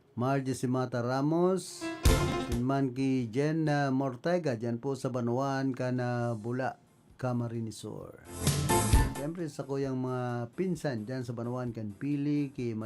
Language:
Bikol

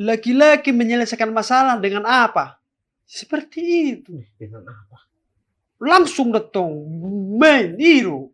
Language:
Batak Toba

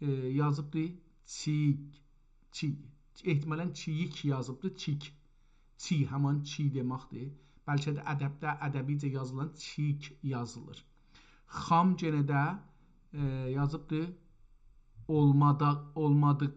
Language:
South Azerbaijani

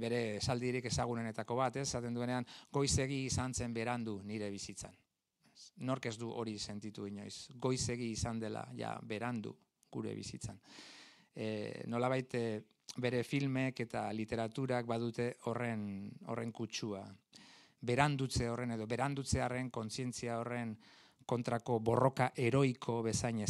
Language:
Basque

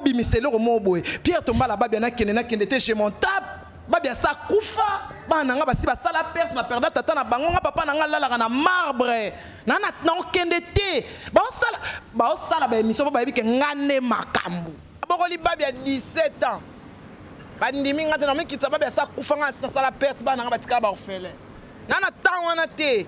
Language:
Lingala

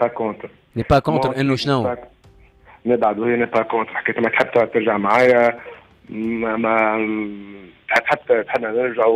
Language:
Tunisian Arabic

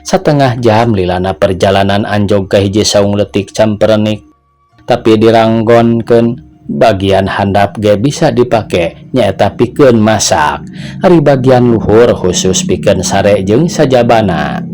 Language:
Sundanese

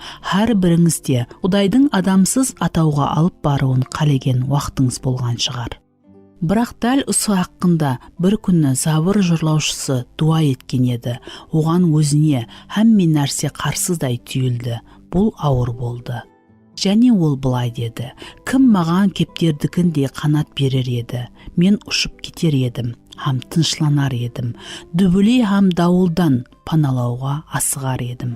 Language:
Kara-Kalpak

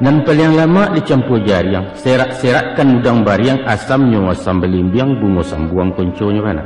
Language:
Minangkabau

